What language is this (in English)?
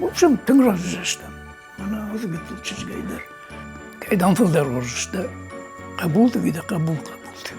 Ossetic